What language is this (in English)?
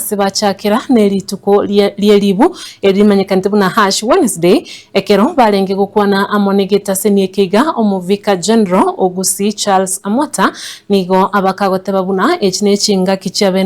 Gusii